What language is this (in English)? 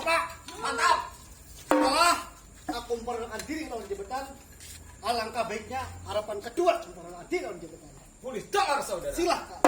Banjar